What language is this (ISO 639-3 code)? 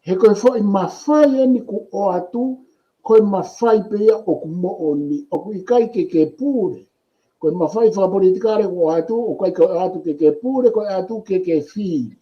ton